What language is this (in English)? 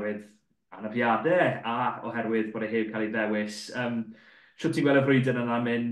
Welsh